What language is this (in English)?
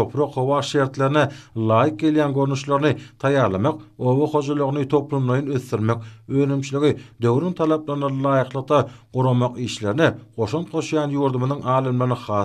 Turkmen